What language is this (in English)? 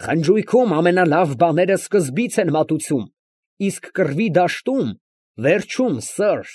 Armenian